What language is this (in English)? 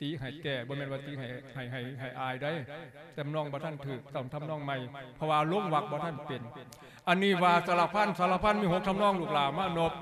Lao